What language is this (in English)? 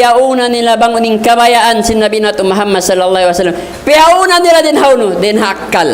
Tausug